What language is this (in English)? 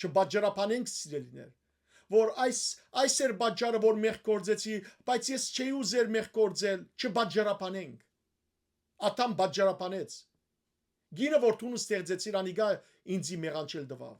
Western Armenian